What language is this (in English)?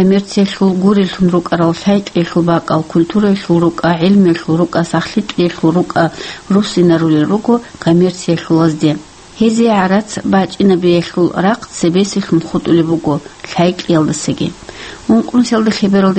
Avaric